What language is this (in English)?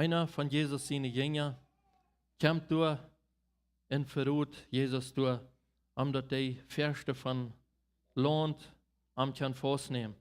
Plautdietsch